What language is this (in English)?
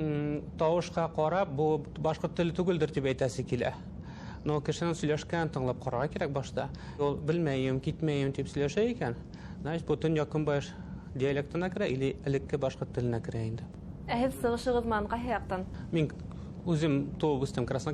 Bashkir